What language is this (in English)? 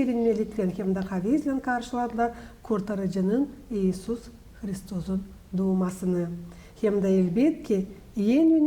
Gagauz